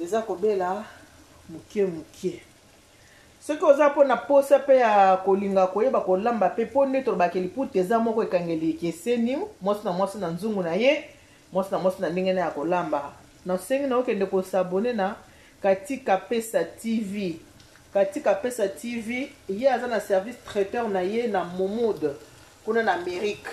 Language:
Lingala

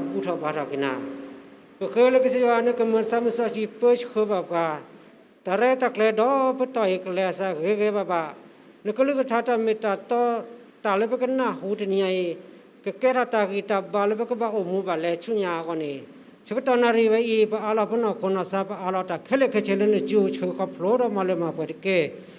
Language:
S'gaw Karen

